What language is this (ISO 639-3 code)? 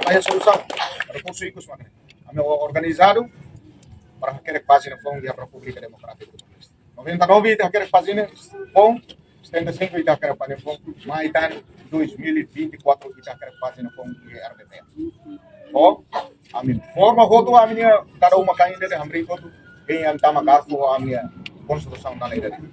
tet